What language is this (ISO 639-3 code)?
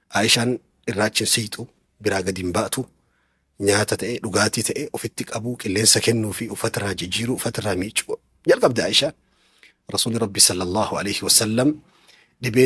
orm